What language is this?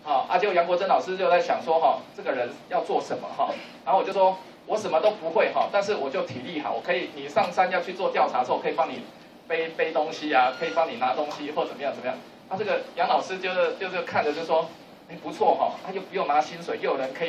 Chinese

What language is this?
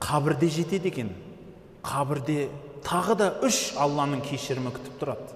Kazakh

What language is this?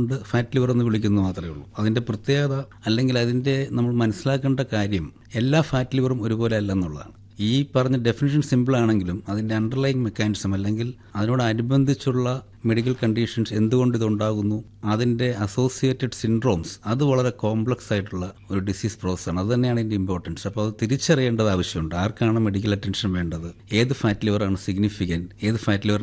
Malayalam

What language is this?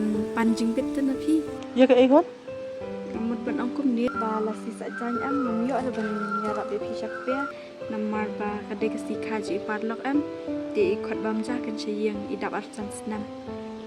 Khasi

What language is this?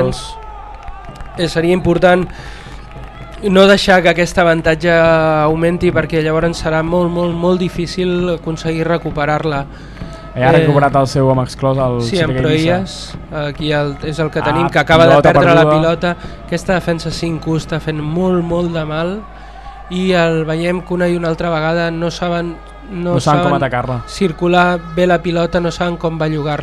Catalan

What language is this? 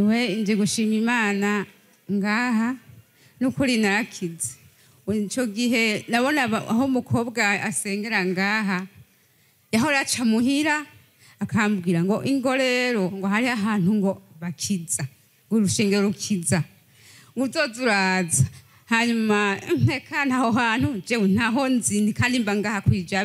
Rundi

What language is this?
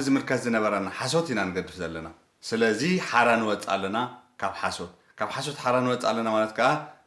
Tigrinya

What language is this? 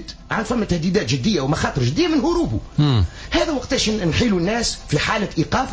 Tunisian Arabic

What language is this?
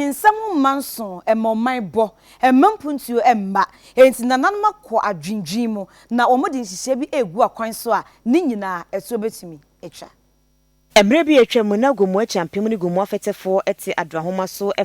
Akan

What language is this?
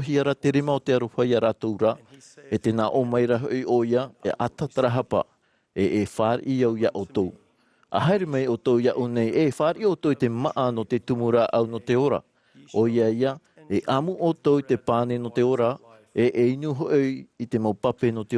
Tahitian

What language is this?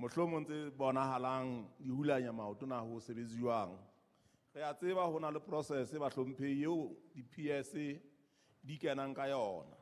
Southern Sotho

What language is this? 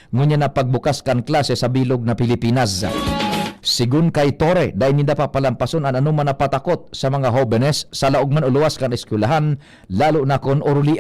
Bikol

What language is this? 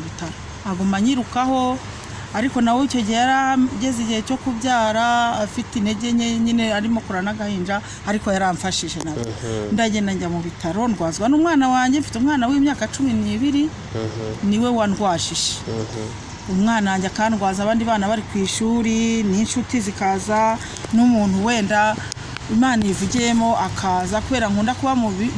Kinyarwanda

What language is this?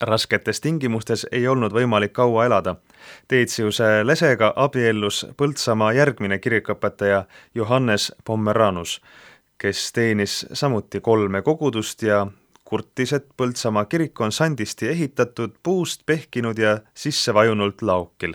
Estonian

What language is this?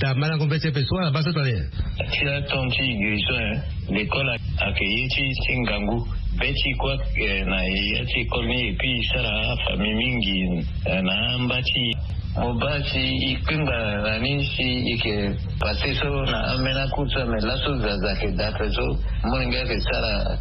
Sango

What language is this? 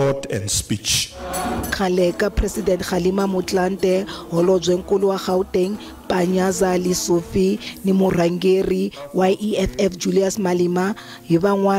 Tsonga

